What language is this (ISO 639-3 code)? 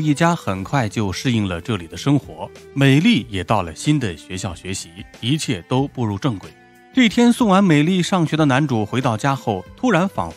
zho